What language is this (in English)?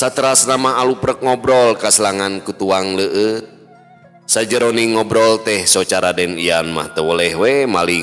Sundanese